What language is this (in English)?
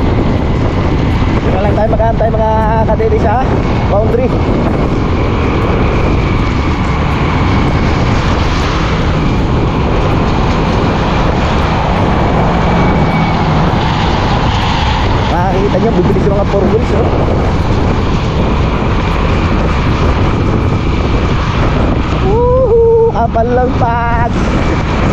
Filipino